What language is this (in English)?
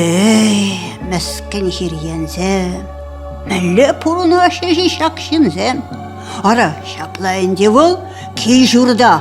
Chuvash